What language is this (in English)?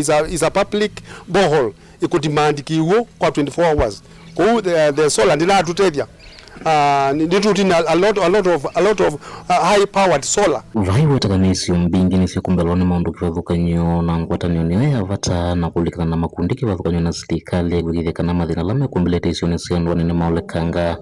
Kamba